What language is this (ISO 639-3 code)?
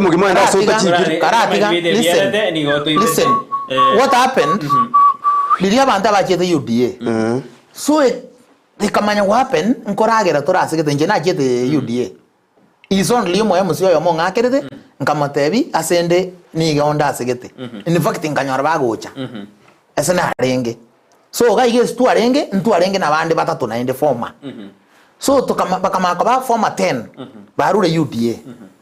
guz